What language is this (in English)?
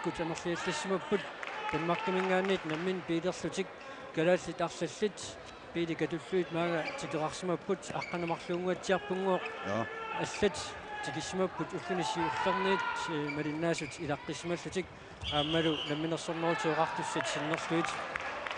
Kalaallisut